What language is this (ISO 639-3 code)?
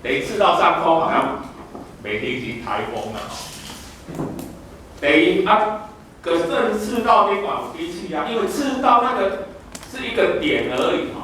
nan